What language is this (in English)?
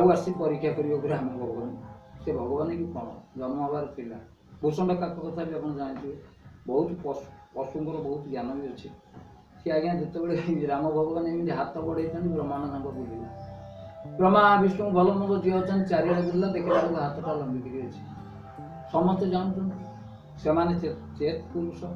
Odia